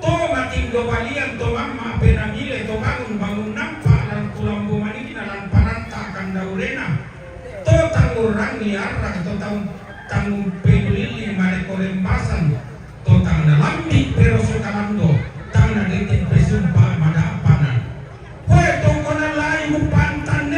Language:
Toraja-Sa'dan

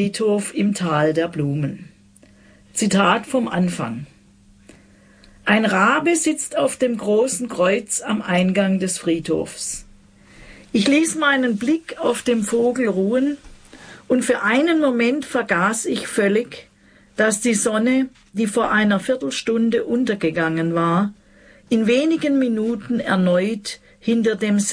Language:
German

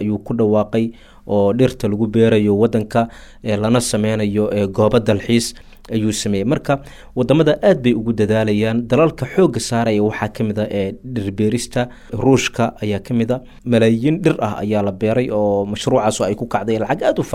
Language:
Somali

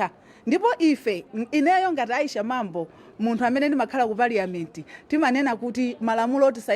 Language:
Nyanja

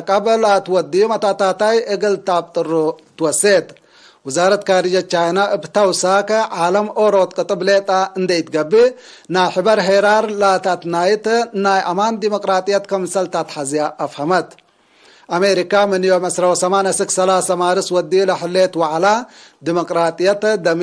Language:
Tigre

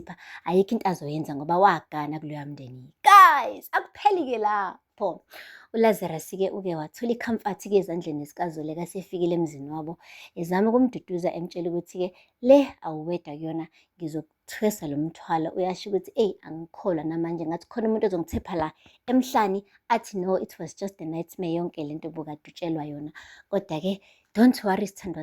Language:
Zulu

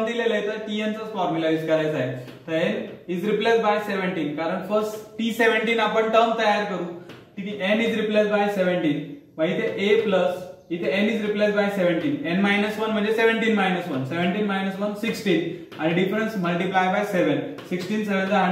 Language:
Marathi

